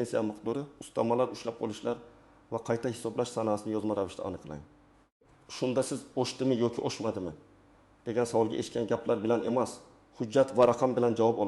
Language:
Uzbek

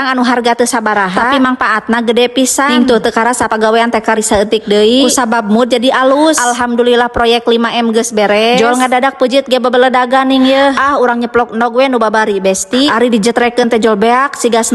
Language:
Sundanese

